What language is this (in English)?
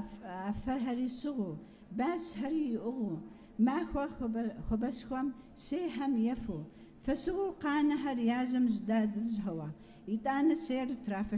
Kabardian